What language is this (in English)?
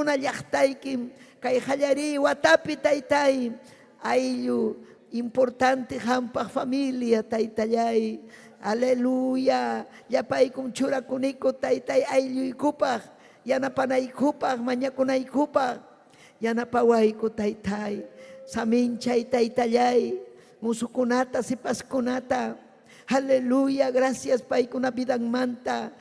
Ayacucho Quechua